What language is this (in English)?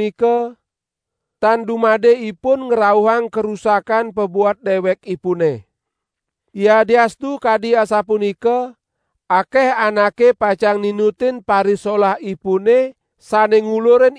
Balinese